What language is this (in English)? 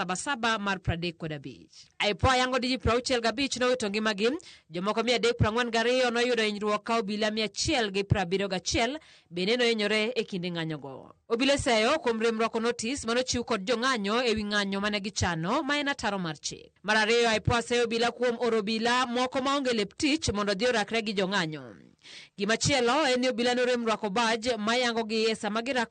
Luo (Kenya and Tanzania)